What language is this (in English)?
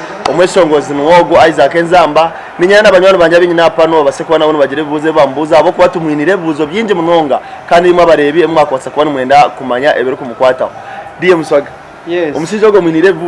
Nyankole